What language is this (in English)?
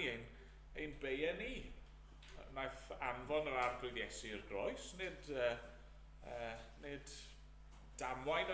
Welsh